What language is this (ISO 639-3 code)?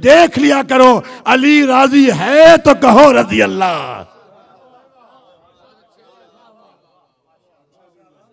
hin